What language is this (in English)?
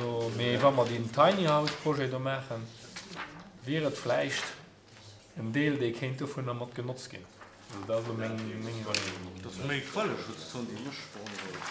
Luxembourgish